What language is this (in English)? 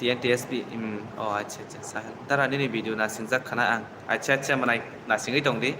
Kok Borok